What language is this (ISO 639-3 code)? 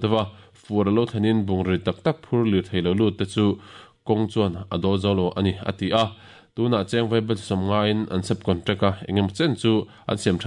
lus